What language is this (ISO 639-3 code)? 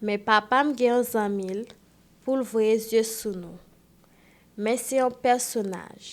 hat